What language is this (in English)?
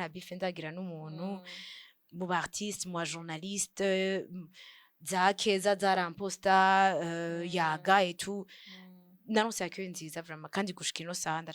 Rundi